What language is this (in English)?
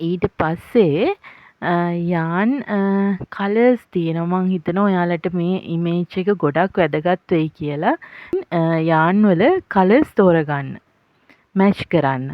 Sinhala